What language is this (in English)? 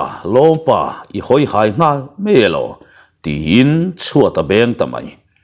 Mizo